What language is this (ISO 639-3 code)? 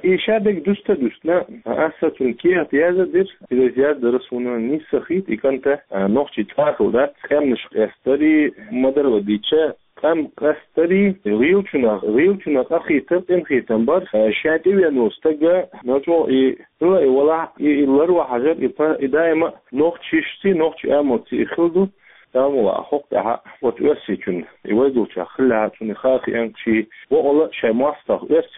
che